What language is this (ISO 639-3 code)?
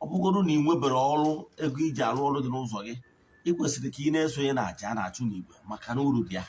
ibo